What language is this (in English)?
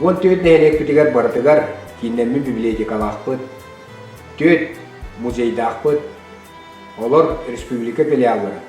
Yakut